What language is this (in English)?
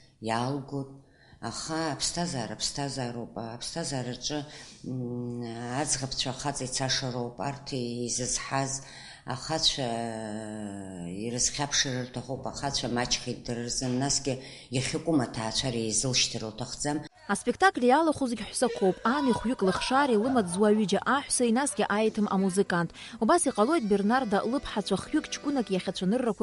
Abkhazian